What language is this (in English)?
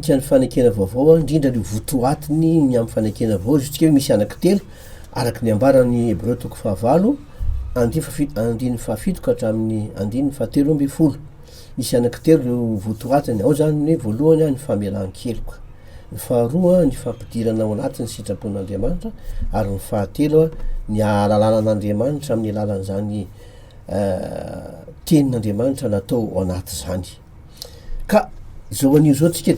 Malagasy